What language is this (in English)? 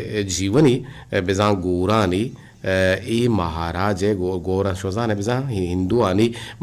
Eastern Balochi